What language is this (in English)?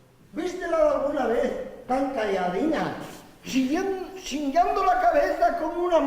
Asturian